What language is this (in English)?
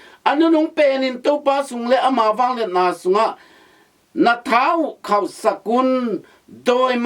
Tedim Chin